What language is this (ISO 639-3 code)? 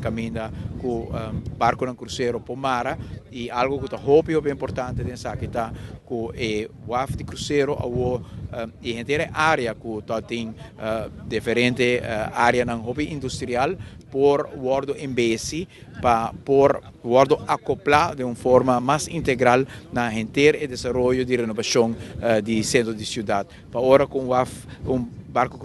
pap